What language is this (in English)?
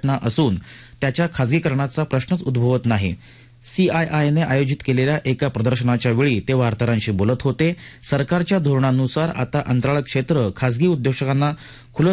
Marathi